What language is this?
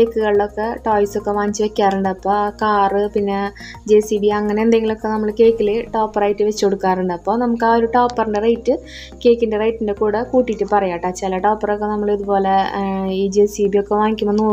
Malayalam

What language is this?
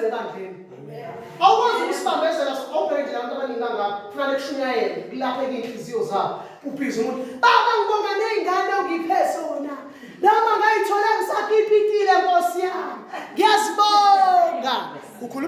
Zulu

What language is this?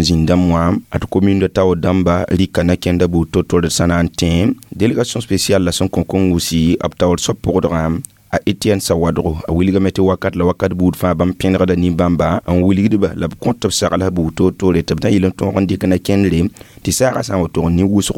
Mossi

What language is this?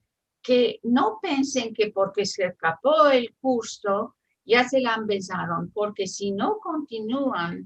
Ladino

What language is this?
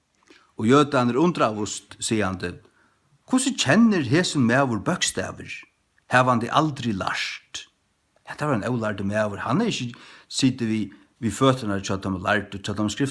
Faroese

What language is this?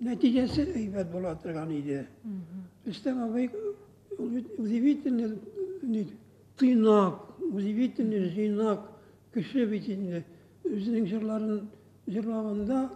Tatar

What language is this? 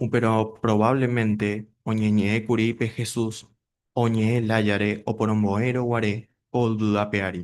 Guarani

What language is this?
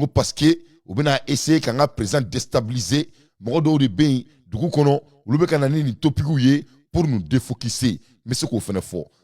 Bambara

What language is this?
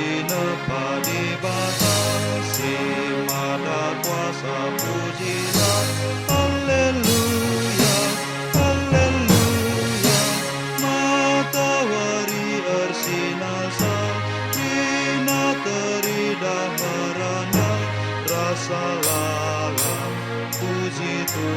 Batak Karo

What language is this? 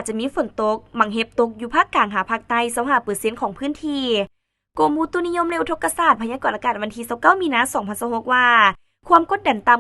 Lao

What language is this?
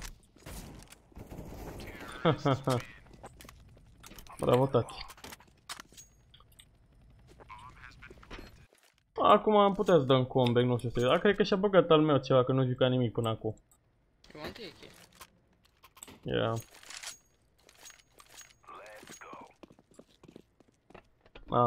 Romanian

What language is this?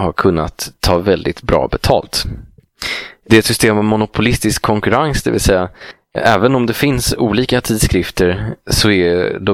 Swedish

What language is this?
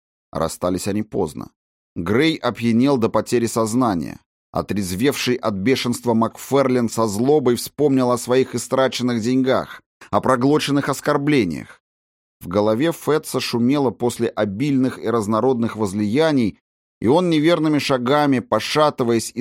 Russian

